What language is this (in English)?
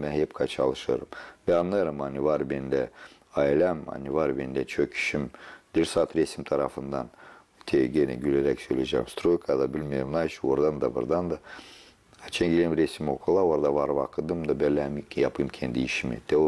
Gagauz